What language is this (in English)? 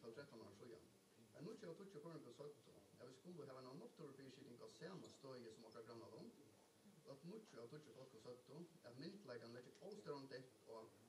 Faroese